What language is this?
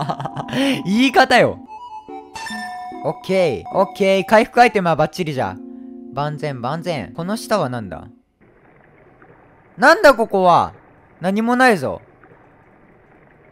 Japanese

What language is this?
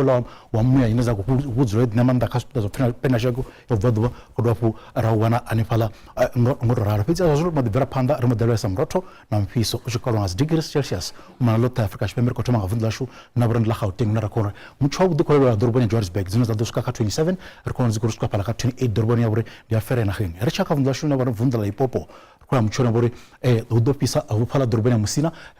Venda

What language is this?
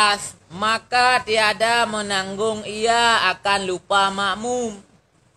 Achinese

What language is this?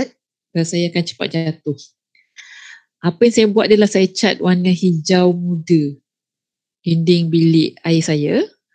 Malay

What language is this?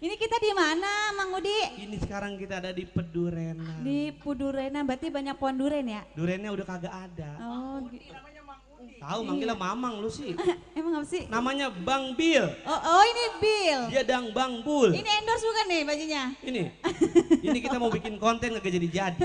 Betawi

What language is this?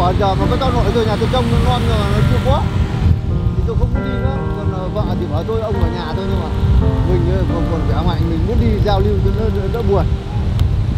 Vietnamese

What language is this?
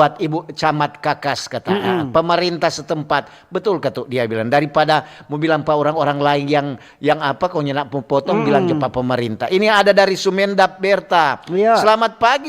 Manado Malay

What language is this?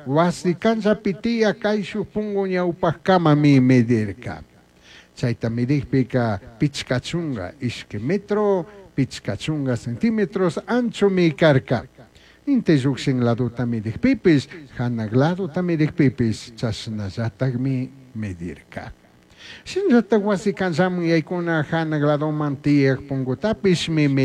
Chimborazo Highland Quichua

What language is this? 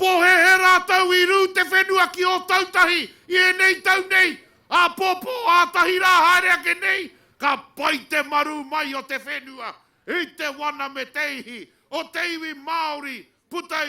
Māori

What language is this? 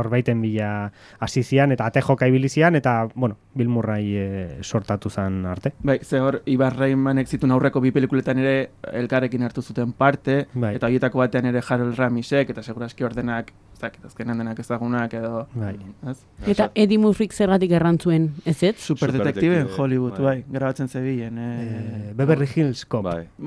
Basque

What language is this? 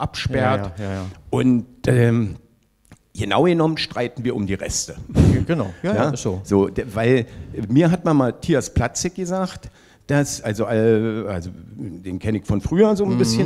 German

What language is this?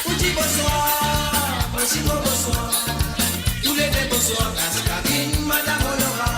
Morisyen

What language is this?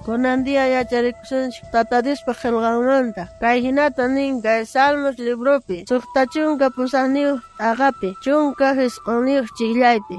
South Bolivian Quechua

